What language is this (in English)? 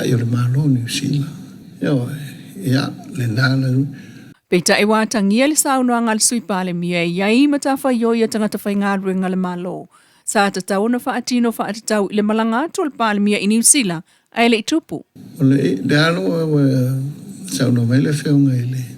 Samoan